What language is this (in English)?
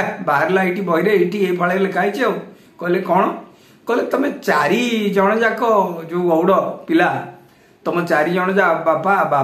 Odia